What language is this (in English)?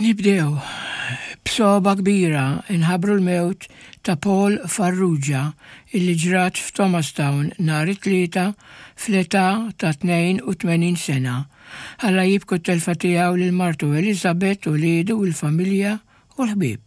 Maltese